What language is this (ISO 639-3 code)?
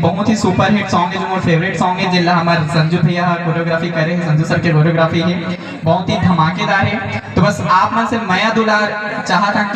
hne